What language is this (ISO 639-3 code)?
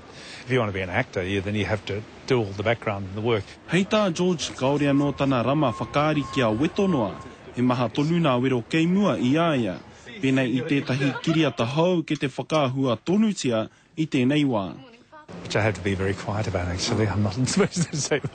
mri